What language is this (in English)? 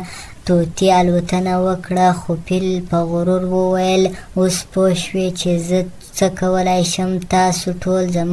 Pashto